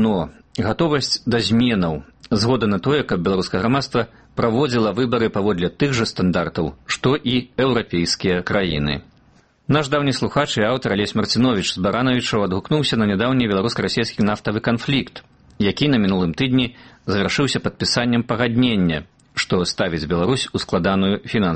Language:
Belarusian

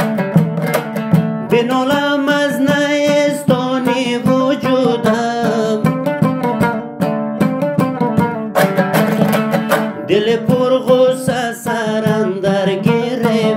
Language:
Persian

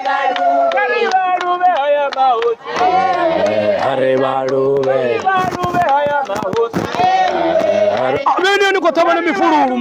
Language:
Venda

